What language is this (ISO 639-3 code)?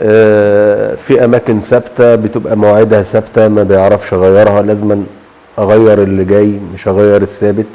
arz